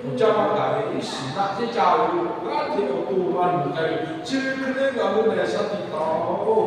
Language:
Lahu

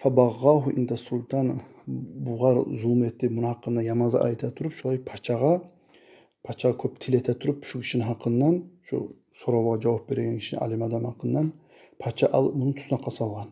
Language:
Kumyk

